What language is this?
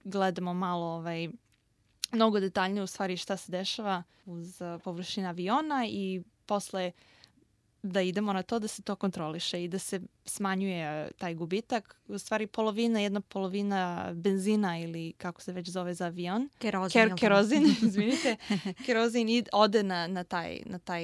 Serbian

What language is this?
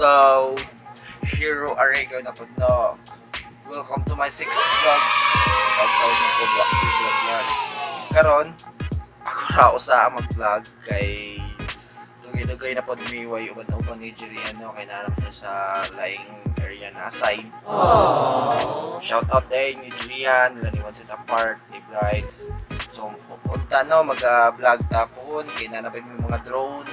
Cebuano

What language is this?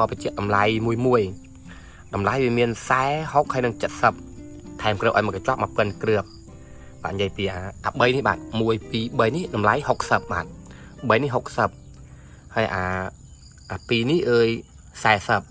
Khmer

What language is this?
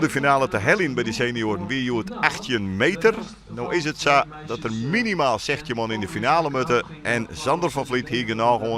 Western Frisian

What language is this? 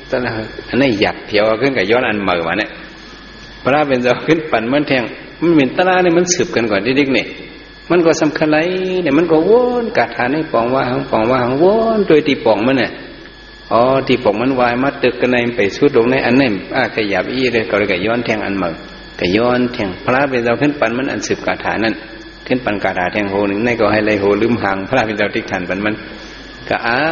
Shan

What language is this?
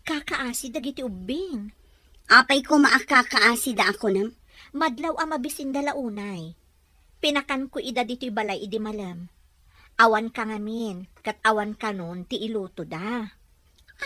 Iloko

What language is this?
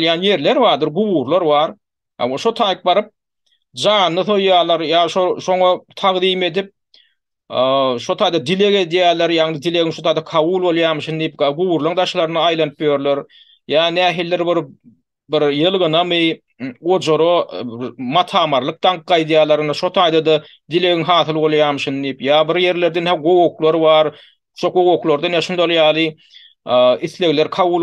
Turkmen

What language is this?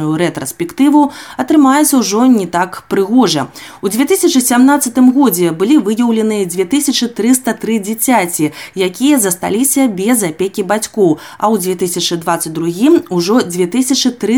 Belarusian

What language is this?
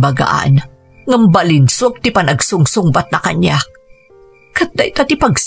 Iloko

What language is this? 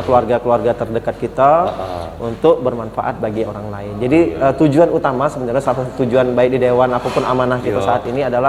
Musi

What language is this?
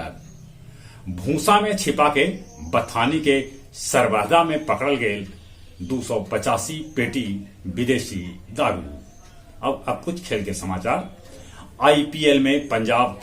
Magahi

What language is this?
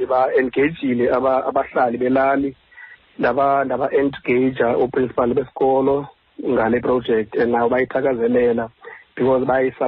Xhosa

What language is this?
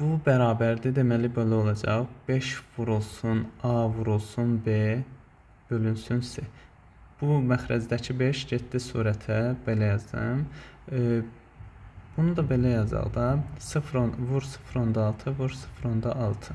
Azerbaijani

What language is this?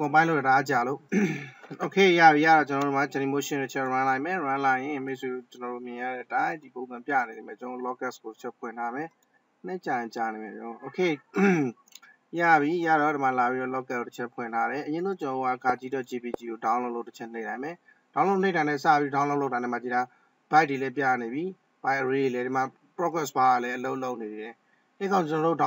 Burmese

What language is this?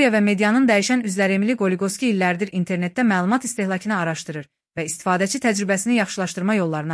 Azerbaijani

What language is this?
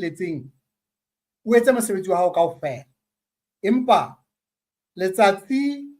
Southern Sotho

